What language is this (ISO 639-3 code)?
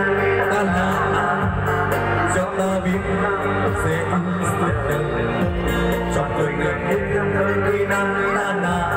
vie